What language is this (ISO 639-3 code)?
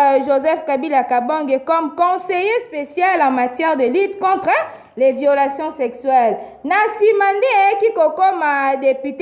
lin